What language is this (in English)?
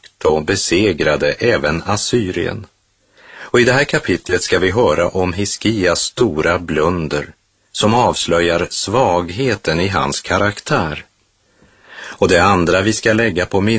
Swedish